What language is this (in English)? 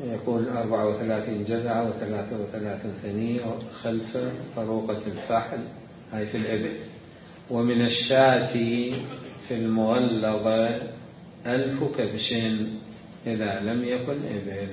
Mesopotamian Arabic